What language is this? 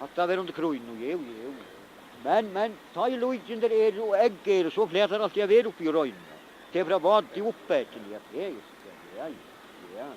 Faroese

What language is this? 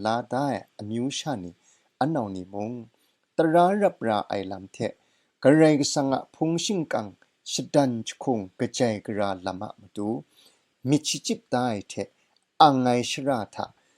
Kachin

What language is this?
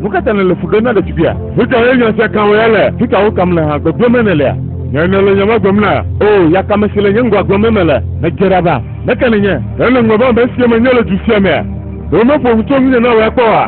Ewe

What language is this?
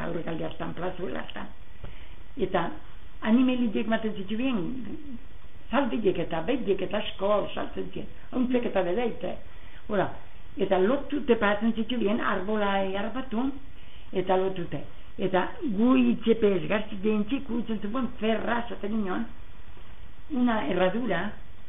Basque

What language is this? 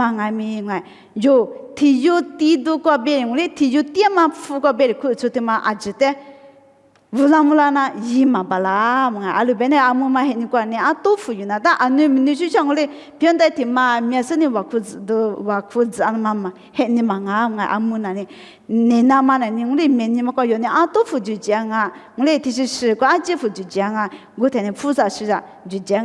Lisu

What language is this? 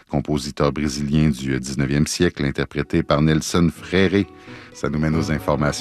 French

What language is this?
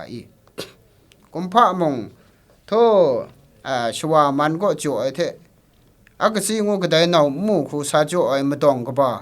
Kachin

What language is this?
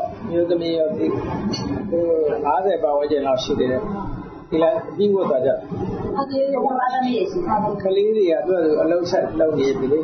Burmese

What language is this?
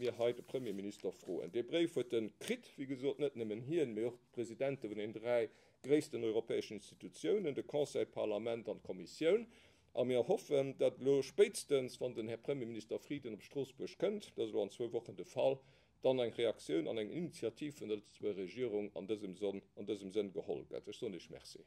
Luxembourgish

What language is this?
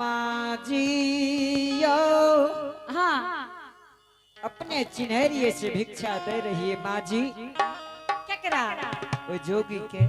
Angika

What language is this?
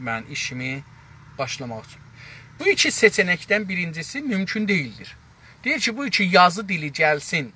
South Azerbaijani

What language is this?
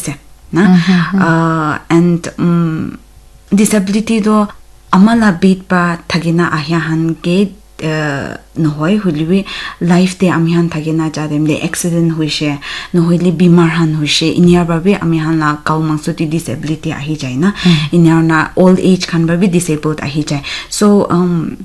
Naga Pidgin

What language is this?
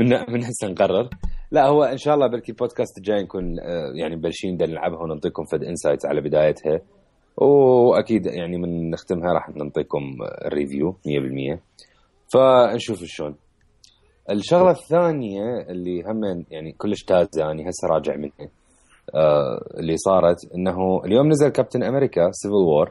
Mesopotamian Arabic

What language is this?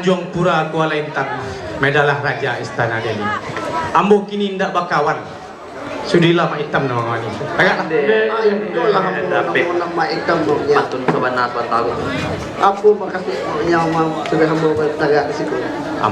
Minangkabau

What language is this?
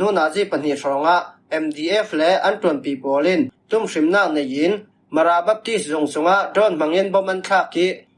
Falam Chin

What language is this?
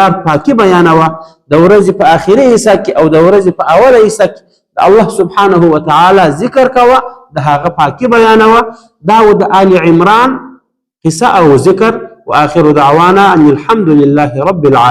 Pashto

